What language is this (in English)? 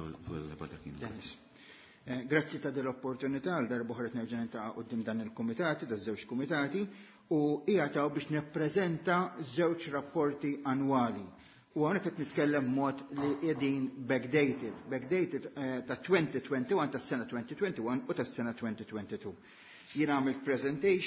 Maltese